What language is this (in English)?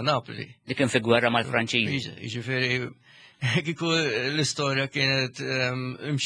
Maltese